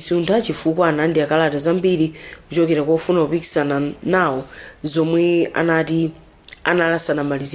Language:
Nyanja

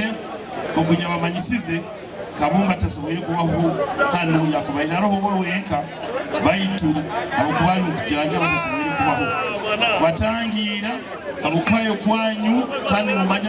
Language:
Nyoro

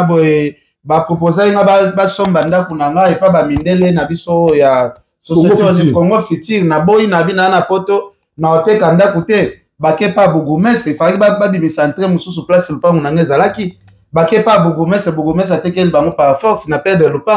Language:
Lingala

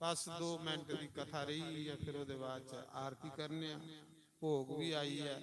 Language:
Dogri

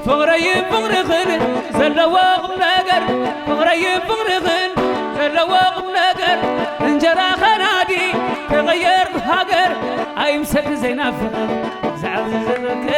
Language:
Tigrinya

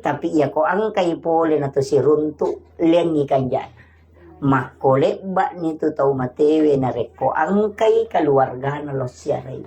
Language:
Buginese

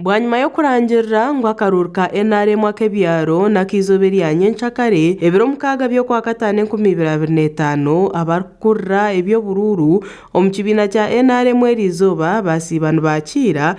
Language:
Nyankole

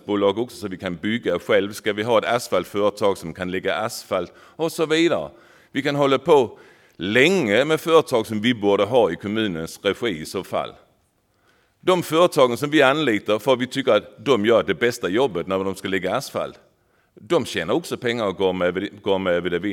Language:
Swedish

